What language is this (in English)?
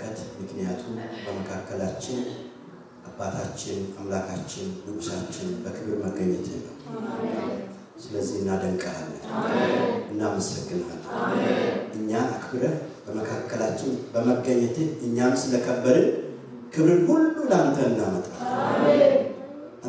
Amharic